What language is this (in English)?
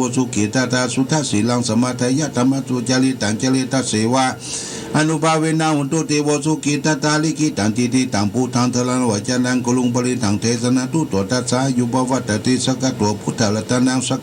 Pali